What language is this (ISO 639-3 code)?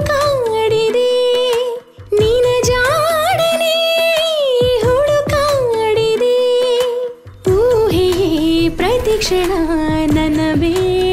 kan